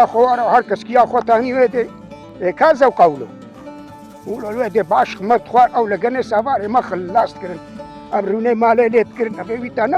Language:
Kurdish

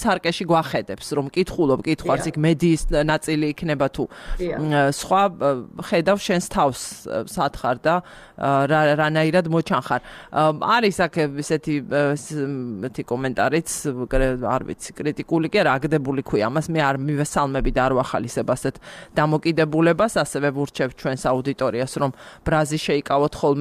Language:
Georgian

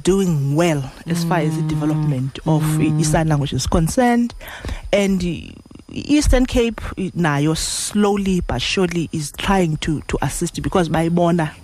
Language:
Xhosa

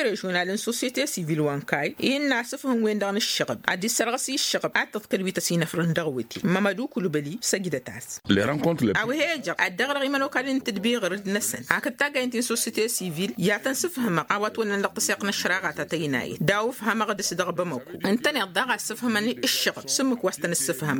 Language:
Tamasheq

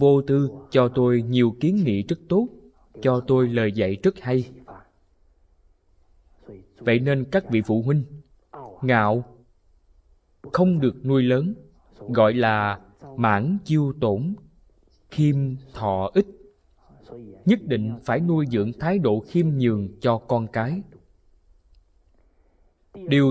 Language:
Vietnamese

